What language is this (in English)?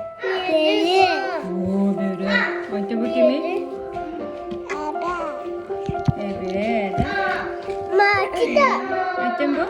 Yakut